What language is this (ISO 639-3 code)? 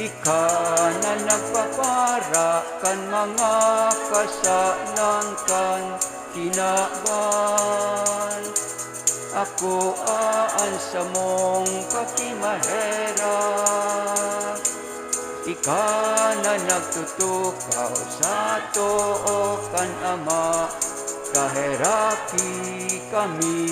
bik